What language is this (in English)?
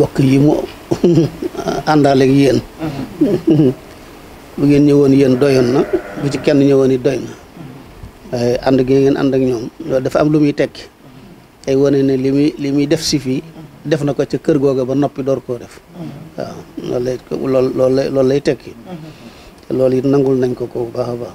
Wolof